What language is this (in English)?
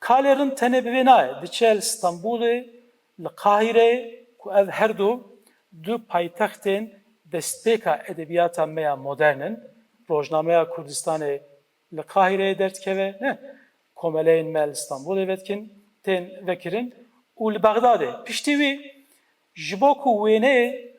Kurdish